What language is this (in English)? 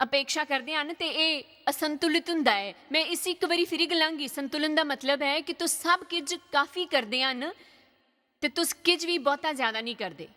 Dogri